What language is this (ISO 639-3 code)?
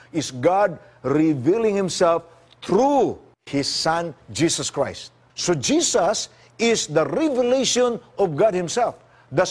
ceb